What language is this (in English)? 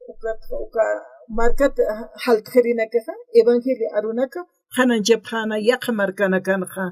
Aymara